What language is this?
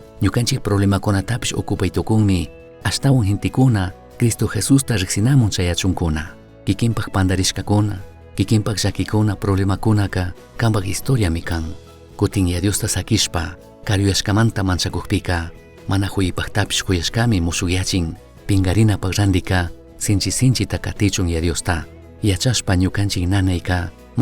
Chimborazo Highland Quichua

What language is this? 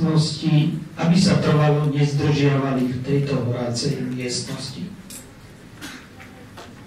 Slovak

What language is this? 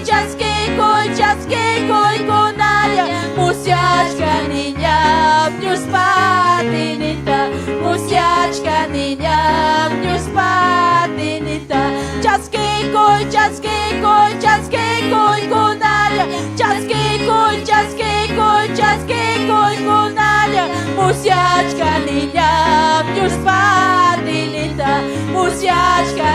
Ayacucho Quechua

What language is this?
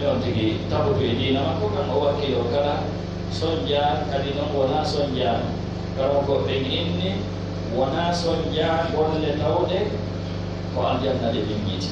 Fula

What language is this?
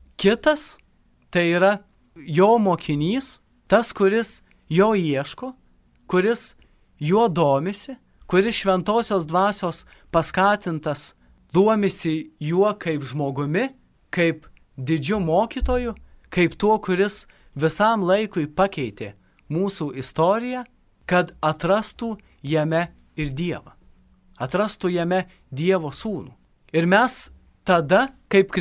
Lithuanian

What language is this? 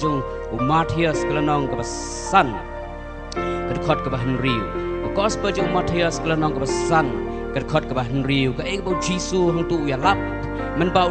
Khasi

